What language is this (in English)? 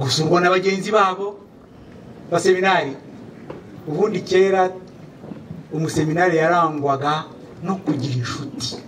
Kinyarwanda